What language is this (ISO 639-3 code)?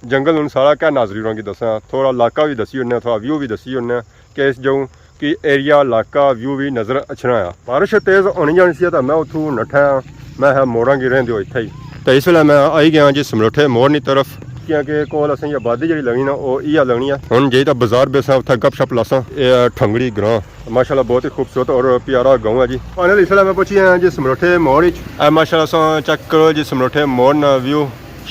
phr